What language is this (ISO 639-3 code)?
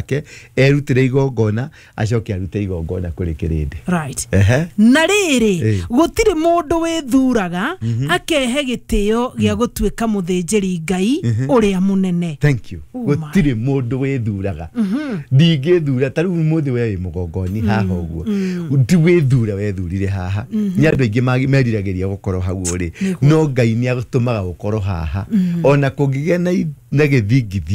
kik